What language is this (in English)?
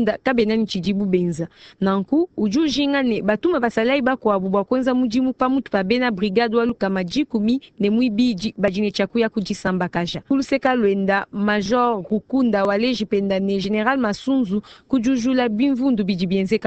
Luba-Lulua